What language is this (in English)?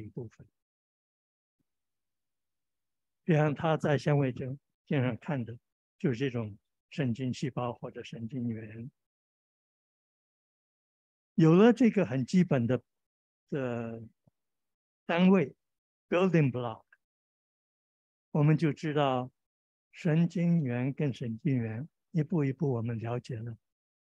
Chinese